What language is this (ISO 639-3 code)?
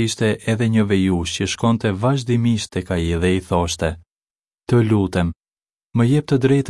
sqi